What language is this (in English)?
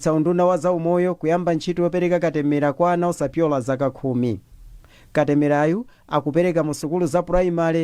Nyanja